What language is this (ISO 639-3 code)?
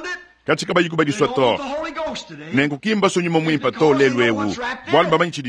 lua